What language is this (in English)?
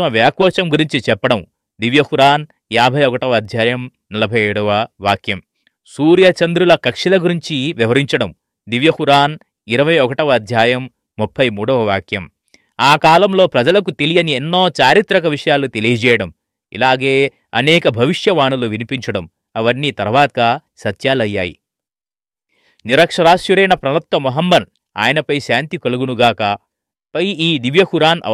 Telugu